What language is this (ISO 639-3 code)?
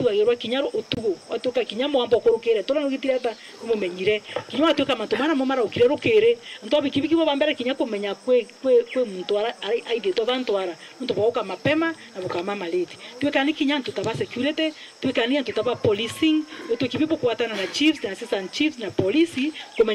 mer